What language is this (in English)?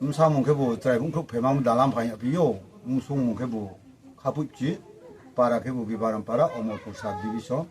Riang (India)